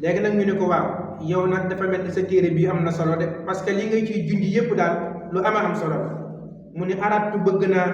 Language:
Wolof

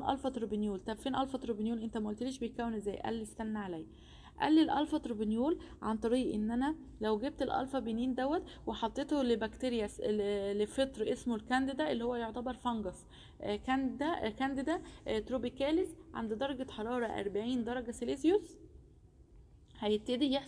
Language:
Egyptian Arabic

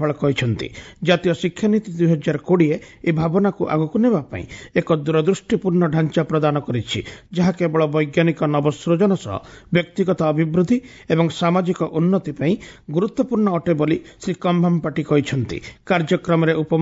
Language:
Odia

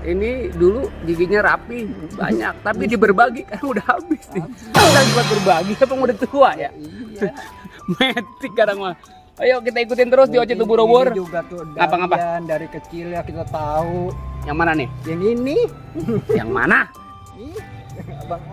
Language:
Betawi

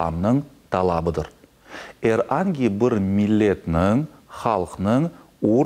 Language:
Crimean Tatar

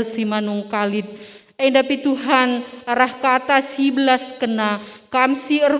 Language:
Batak Karo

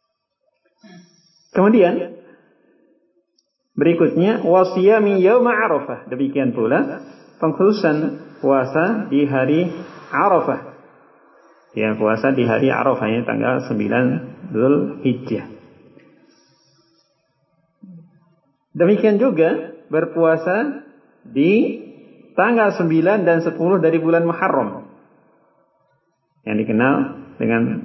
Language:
Indonesian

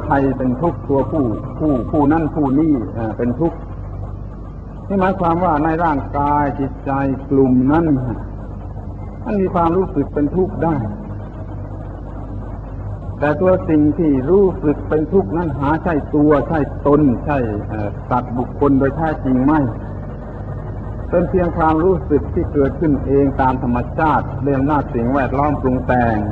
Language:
Thai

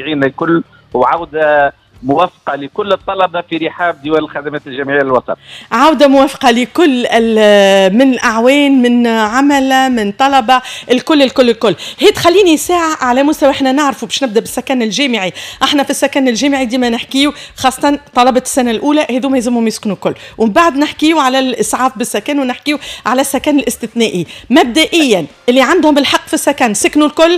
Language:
Tunisian Arabic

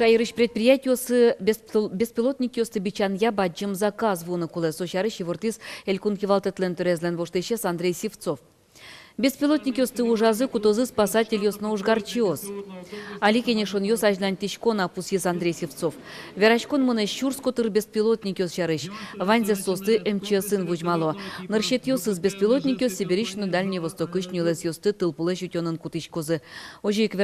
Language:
Udmurt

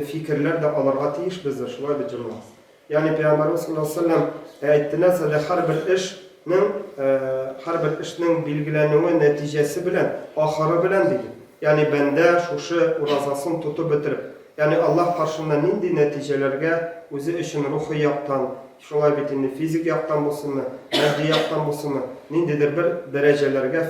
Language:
Tatar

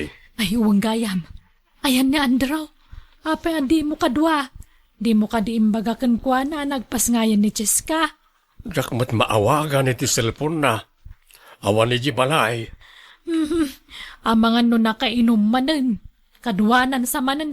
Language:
Iloko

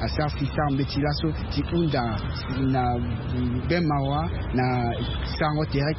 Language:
Sango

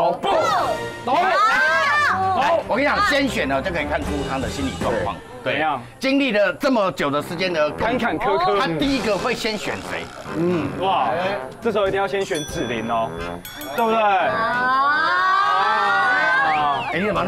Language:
Chinese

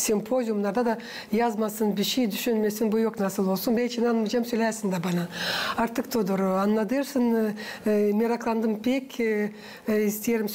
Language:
Gagauz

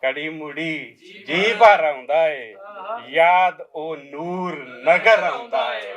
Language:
Western Panjabi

